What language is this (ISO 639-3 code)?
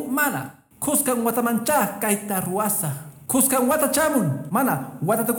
que